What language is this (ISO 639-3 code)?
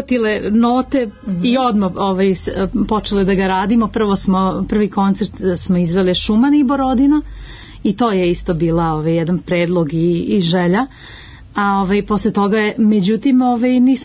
srp